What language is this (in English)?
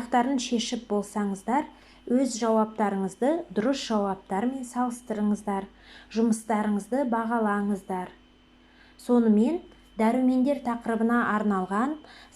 Kazakh